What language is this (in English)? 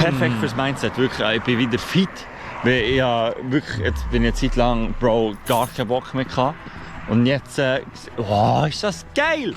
Swiss German